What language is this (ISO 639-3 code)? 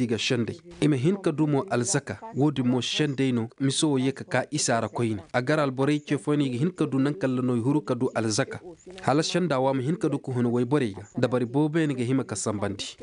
ses